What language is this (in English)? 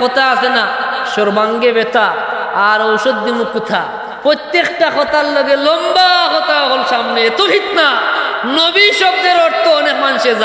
Sylheti